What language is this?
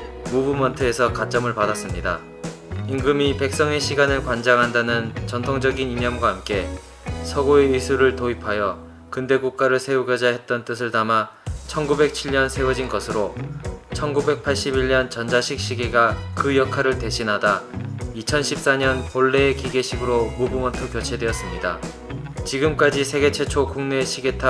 Korean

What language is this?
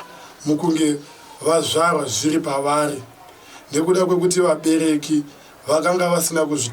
Shona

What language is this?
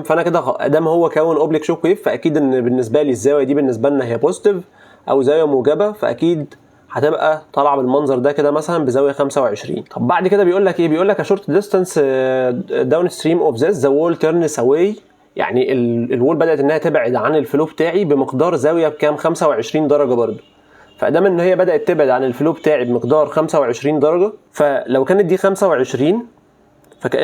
Egyptian Arabic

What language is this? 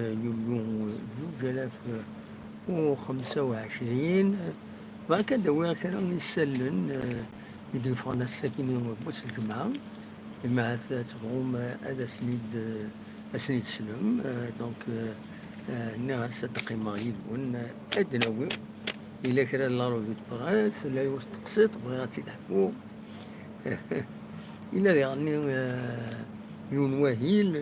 Kabyle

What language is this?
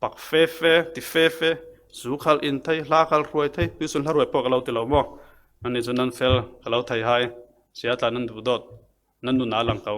Falam Chin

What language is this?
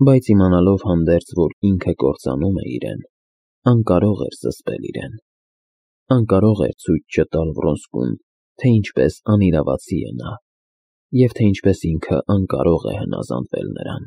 Armenian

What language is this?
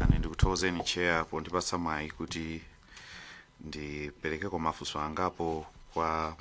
Nyanja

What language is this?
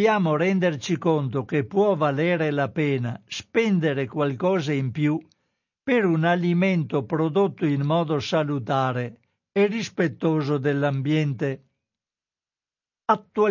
Italian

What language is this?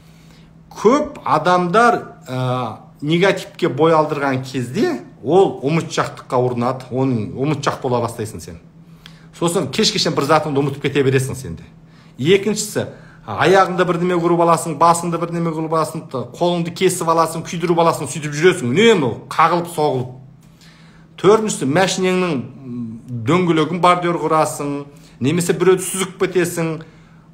Kazakh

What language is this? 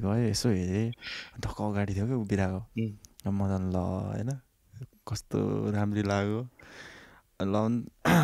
Nepali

